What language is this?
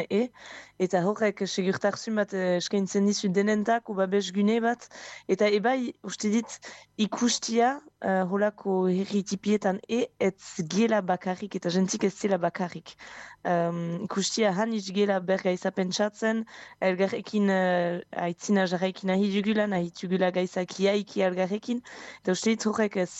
Basque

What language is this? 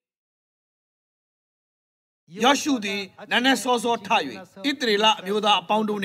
Burmese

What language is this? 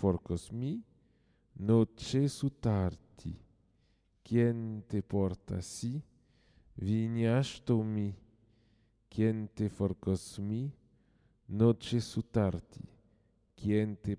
Slovenian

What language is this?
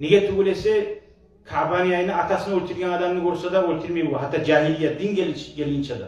Kumyk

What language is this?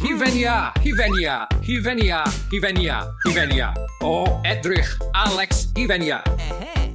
Welsh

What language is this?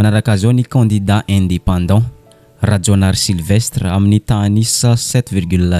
Malagasy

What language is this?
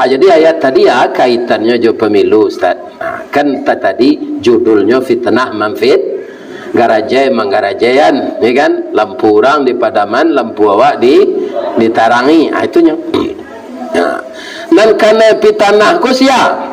Minangkabau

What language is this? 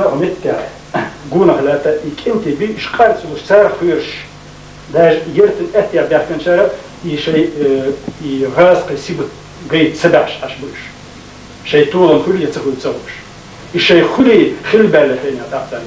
Chechen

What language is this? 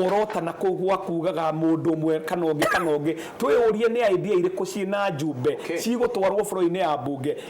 Kikuyu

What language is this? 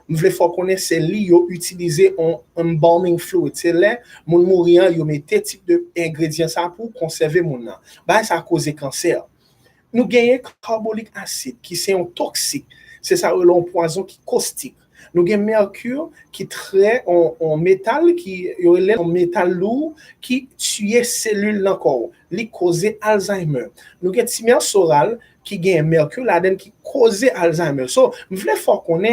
Haitian Creole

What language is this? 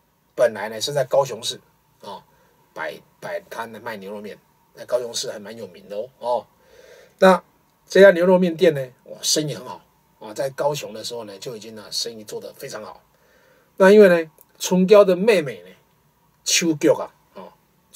Chinese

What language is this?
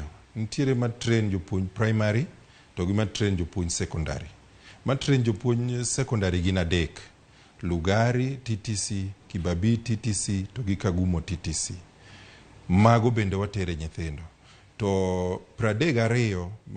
Luo (Kenya and Tanzania)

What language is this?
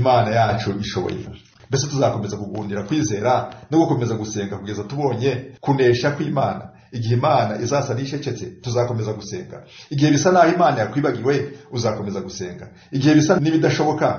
Kinyarwanda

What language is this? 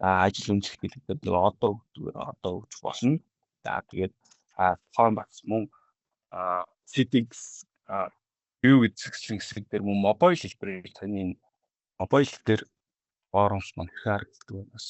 Mongolian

